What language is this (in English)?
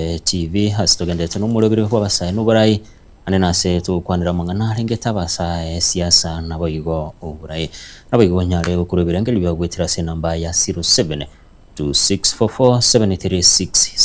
Gusii